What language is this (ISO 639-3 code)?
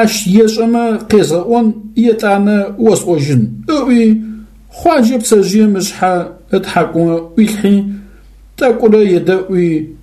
ady